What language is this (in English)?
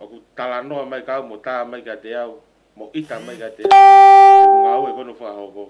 Tongan